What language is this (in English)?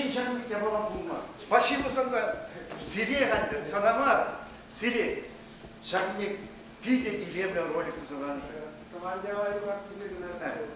Chuvash